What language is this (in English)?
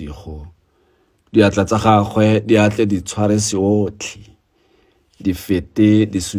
Tswana